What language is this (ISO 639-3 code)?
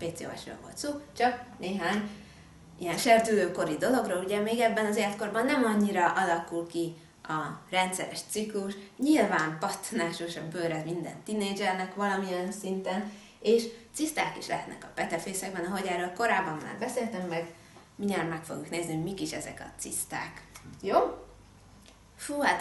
hun